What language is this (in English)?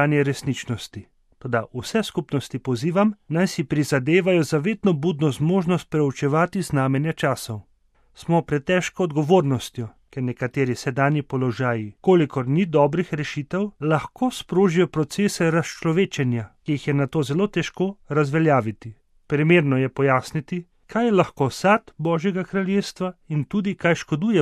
Slovenian